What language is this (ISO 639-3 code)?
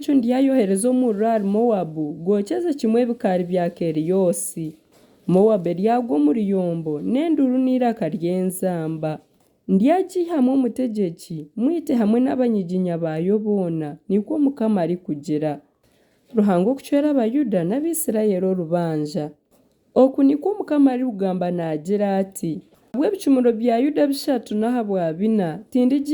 nyn